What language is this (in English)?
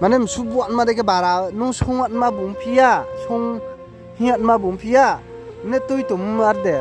Riang (India)